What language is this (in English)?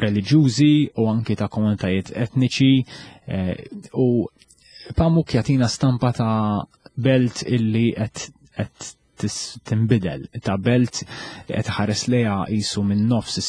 Maltese